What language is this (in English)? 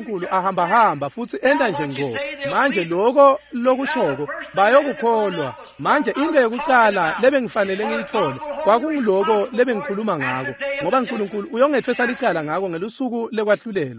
Swati